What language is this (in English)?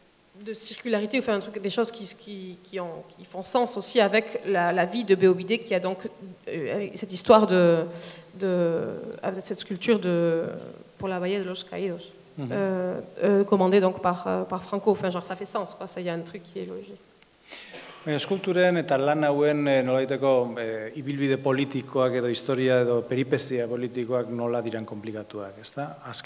French